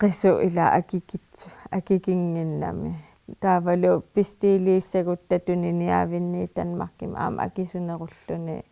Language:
Kalaallisut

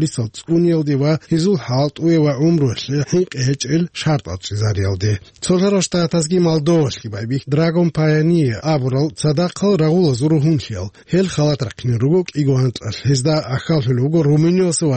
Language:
Avaric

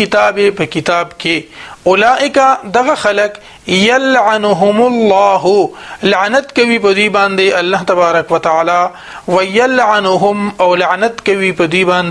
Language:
Pashto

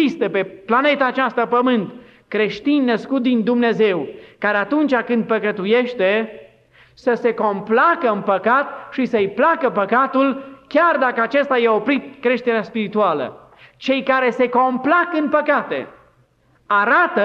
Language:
Romanian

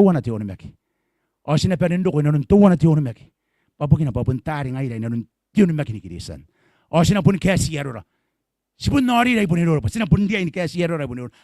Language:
Gilbertese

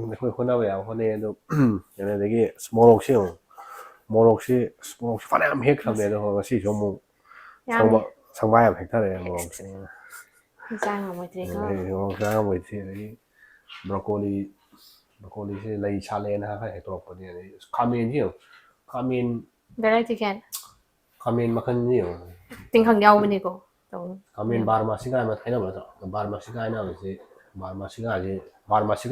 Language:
Manipuri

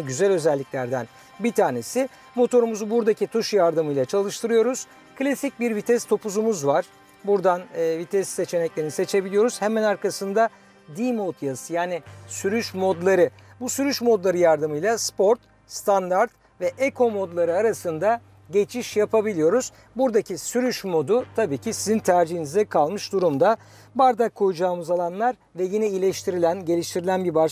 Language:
Turkish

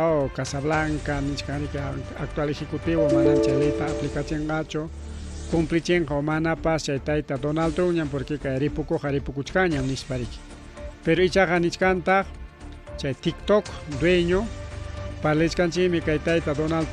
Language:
Ayacucho Quechua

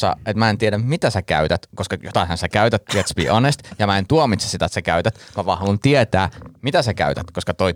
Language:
Finnish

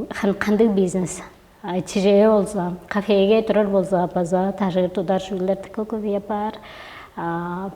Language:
Tuvinian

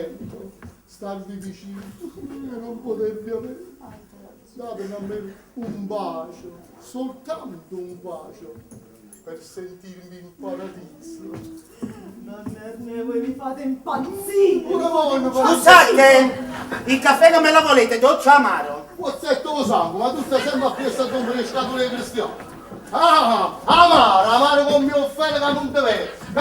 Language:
Neapolitan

